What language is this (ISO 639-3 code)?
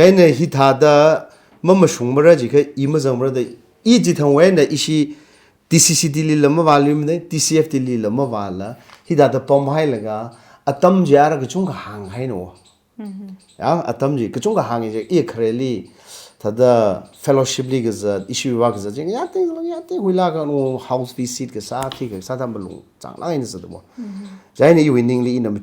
nmf